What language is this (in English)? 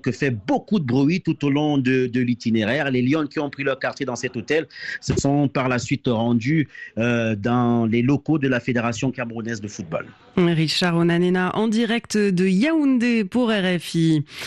French